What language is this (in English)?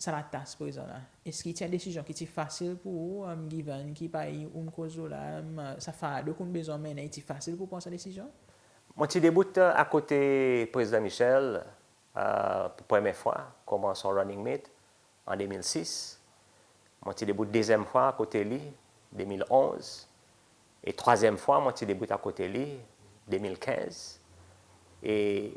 Seselwa Creole French